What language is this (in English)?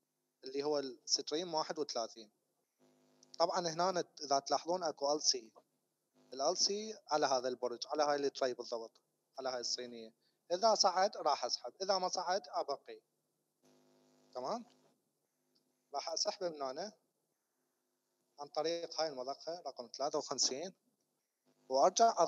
Mesopotamian Arabic